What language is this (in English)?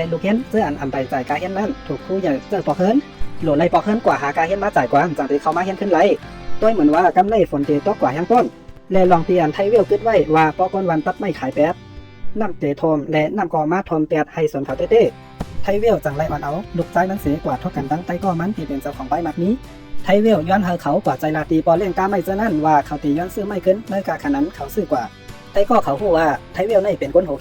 Shan